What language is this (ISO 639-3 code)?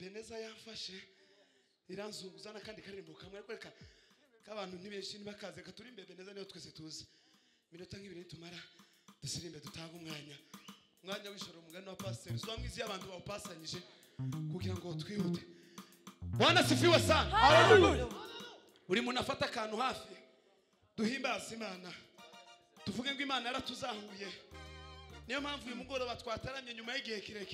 kin